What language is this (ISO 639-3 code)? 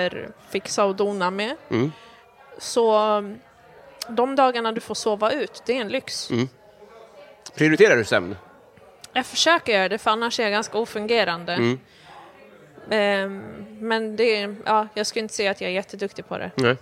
swe